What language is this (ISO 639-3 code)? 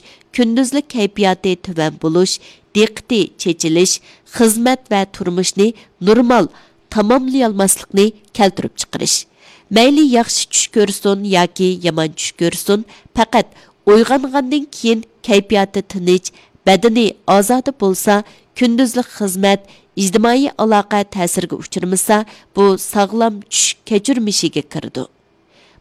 uig